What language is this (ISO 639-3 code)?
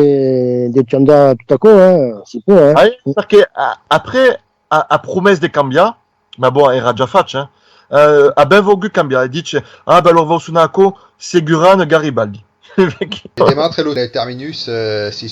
oci